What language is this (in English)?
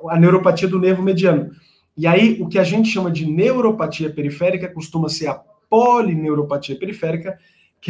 Portuguese